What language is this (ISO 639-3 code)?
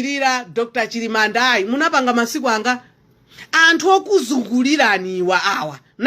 nya